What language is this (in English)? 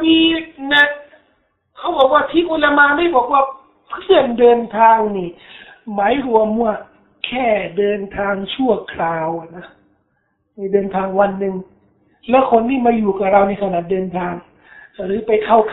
Thai